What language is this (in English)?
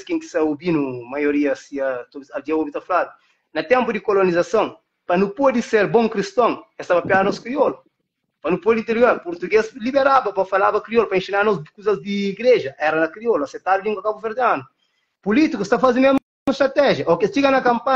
Kabuverdianu